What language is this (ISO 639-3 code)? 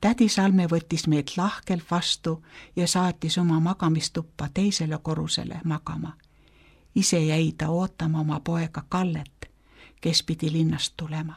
est